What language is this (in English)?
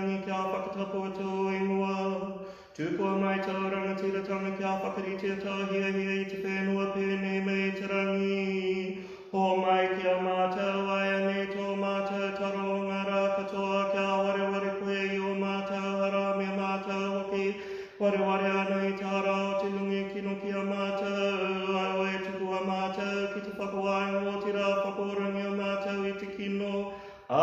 Māori